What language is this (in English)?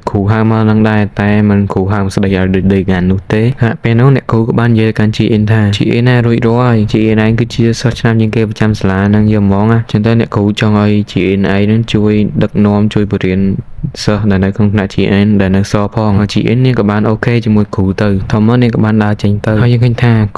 Khmer